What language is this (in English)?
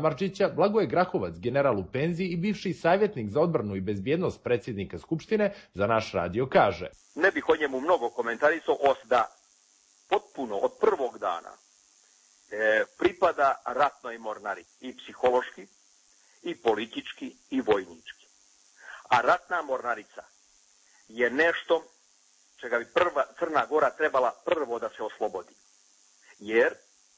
Croatian